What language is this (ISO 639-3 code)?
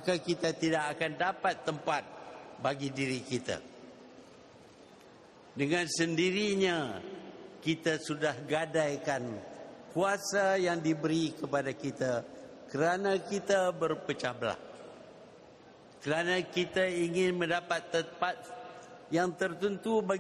msa